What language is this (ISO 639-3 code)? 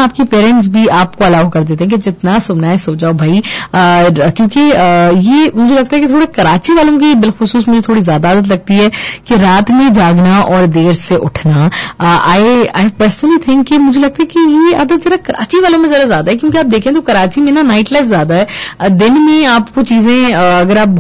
urd